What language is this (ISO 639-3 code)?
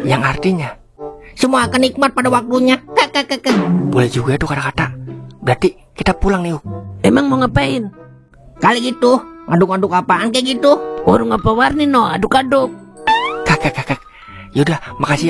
bew